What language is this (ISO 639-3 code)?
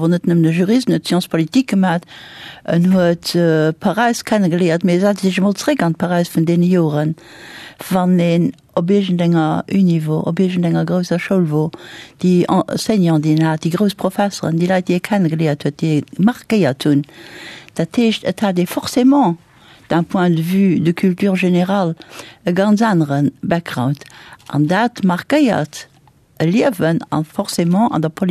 ltz